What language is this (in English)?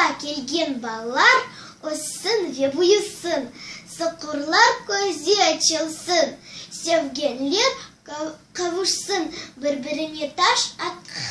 Crimean Tatar